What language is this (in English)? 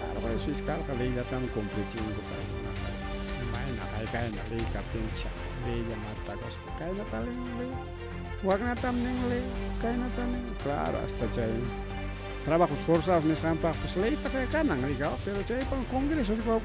Ayacucho Quechua